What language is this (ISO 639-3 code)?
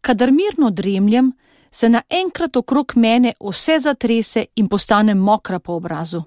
slv